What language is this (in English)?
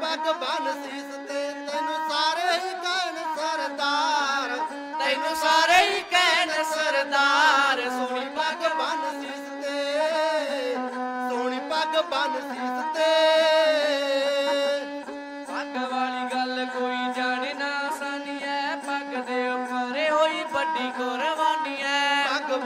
Punjabi